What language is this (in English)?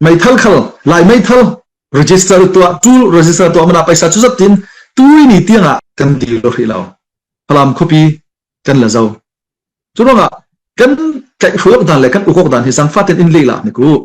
Falam Chin